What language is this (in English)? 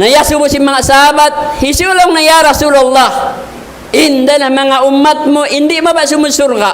Tausug